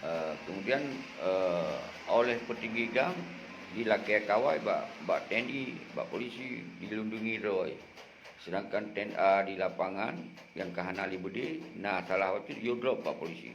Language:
Achinese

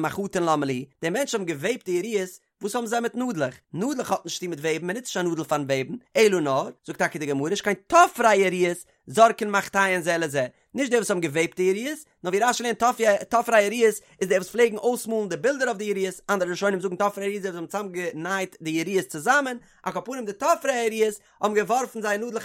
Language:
Yiddish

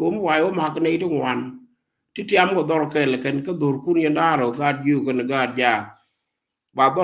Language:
Nuer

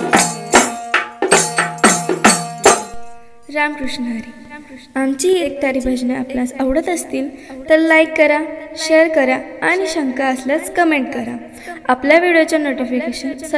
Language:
Marathi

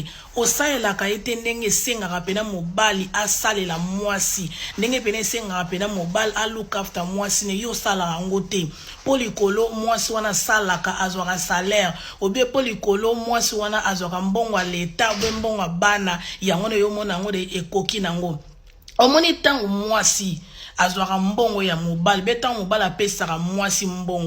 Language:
Lingala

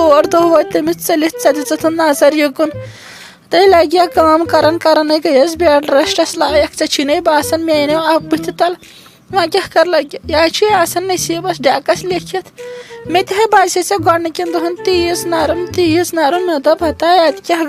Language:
Kashmiri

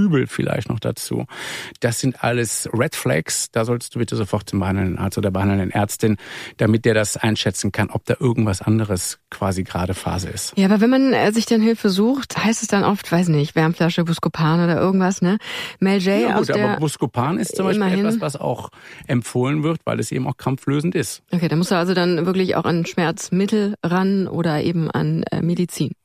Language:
German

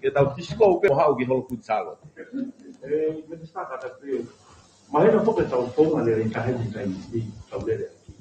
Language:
Tongan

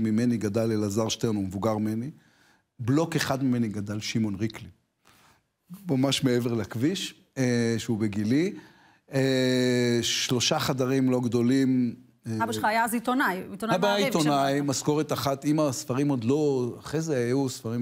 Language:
Hebrew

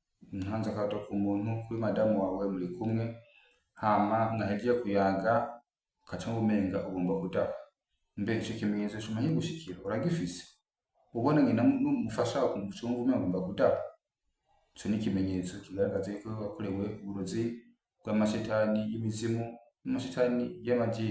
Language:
Rundi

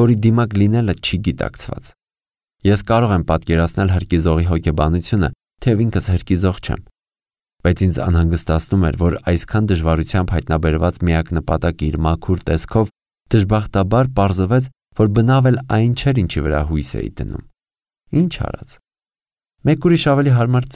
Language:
Armenian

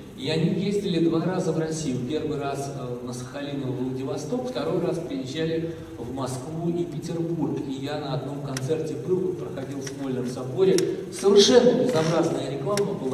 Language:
Russian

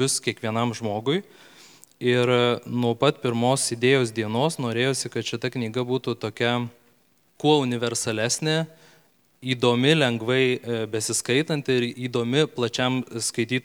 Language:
Lithuanian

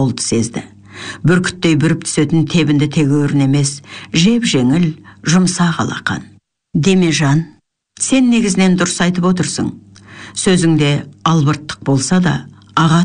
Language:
Kazakh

